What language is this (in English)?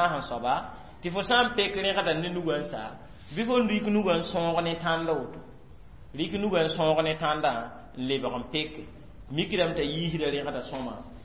Mossi